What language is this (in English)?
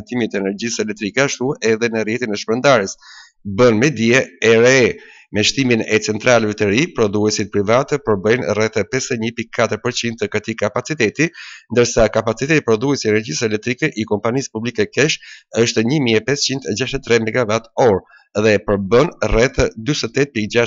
Albanian